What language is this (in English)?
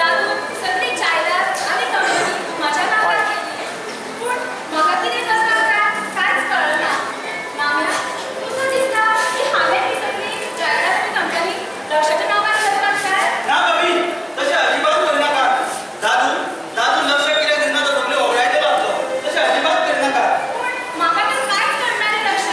Konkani